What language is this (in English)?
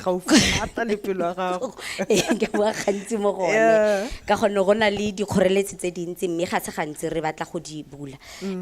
Tswana